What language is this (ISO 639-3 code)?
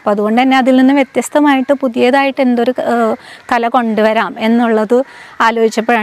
mal